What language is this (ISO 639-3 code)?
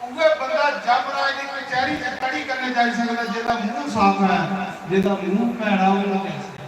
doi